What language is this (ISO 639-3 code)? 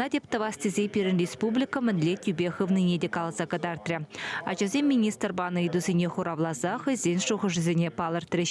chv